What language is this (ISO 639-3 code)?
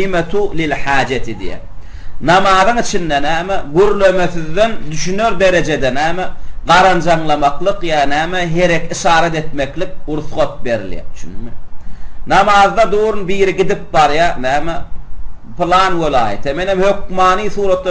tuk